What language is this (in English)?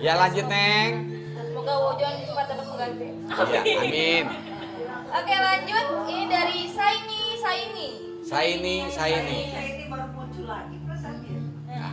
Betawi